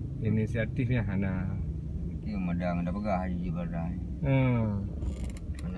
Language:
Achinese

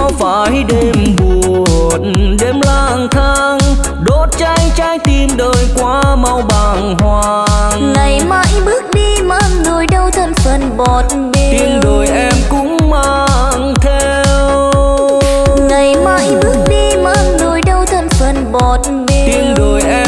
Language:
Vietnamese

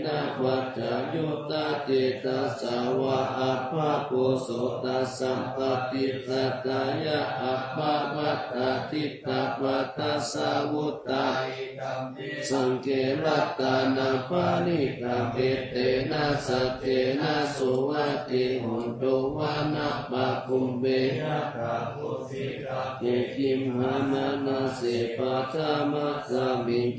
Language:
Pali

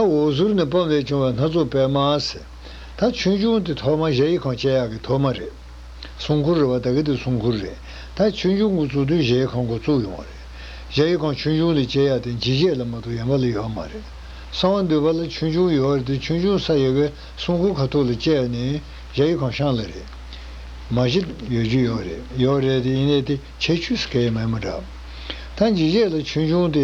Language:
Tibetan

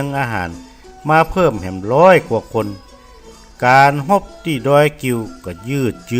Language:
Northern Thai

